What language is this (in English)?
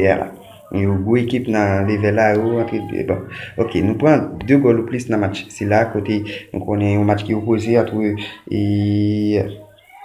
Haitian Creole